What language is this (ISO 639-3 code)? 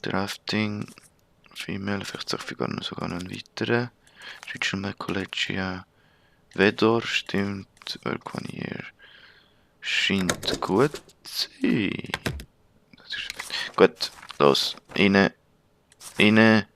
gsw